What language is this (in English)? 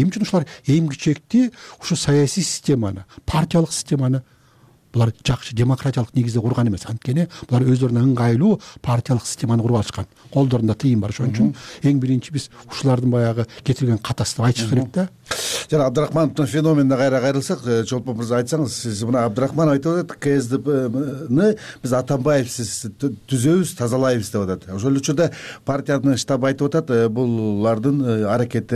Kyrgyz